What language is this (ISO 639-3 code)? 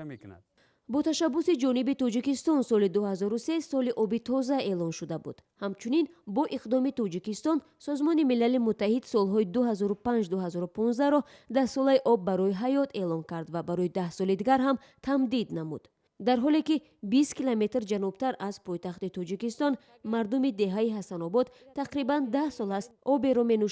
tgk